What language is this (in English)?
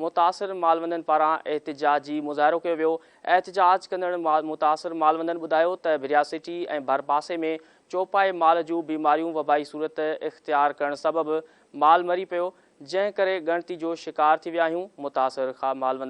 Sindhi